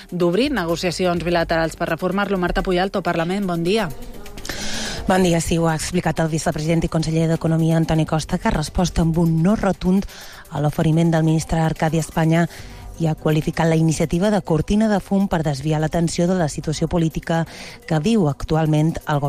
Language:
Catalan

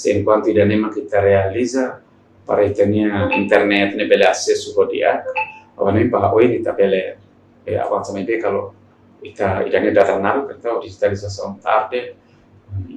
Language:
Tetum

